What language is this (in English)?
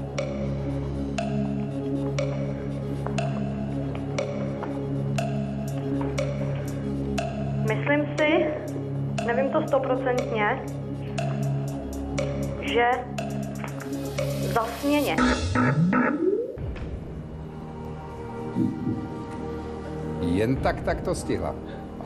Czech